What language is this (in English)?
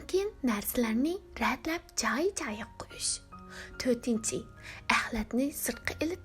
Uyghur